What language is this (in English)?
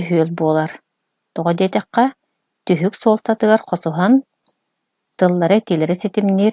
Yakut